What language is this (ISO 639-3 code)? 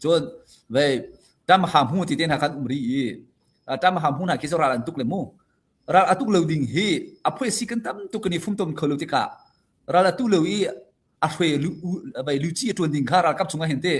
cnh